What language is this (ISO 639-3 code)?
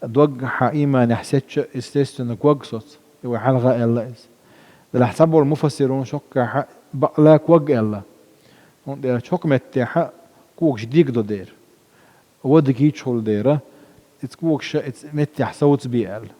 che